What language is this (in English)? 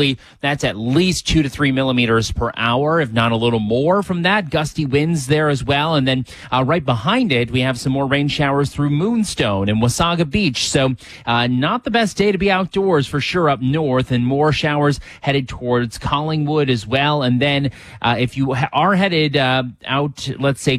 English